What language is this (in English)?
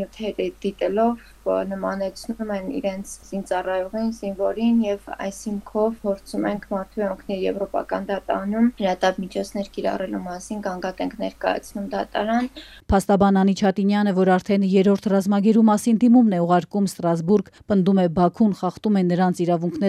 Armenian